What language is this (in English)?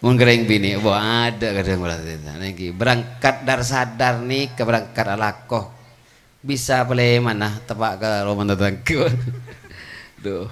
Madurese